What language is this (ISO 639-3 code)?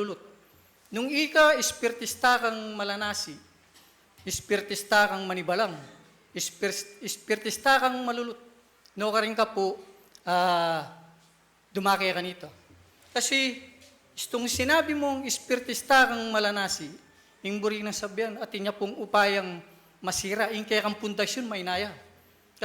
pam